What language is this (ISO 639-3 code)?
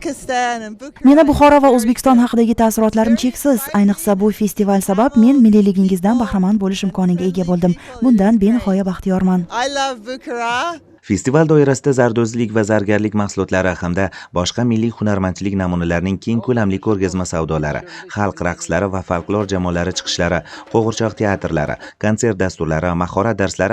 uzb